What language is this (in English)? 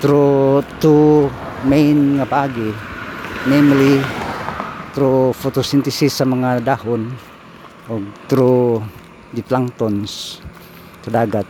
Cebuano